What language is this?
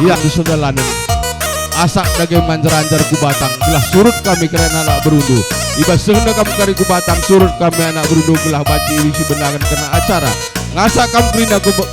Batak Karo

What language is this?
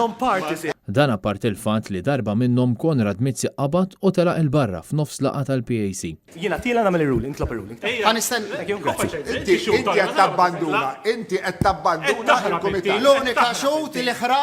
Maltese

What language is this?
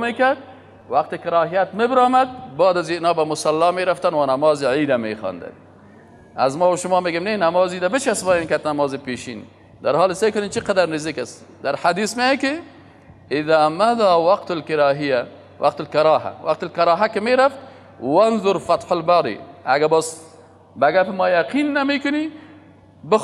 Persian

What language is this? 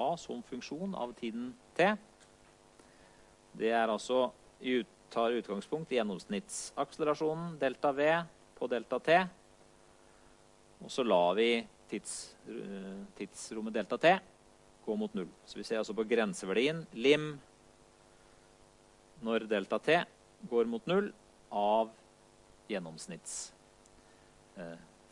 Norwegian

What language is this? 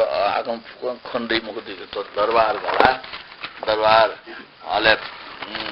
Newari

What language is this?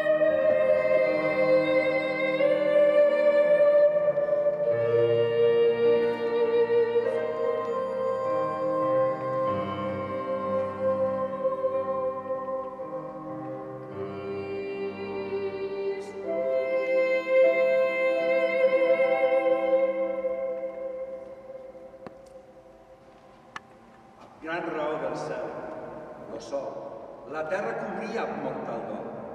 Catalan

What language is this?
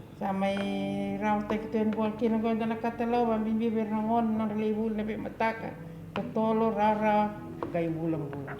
Fijian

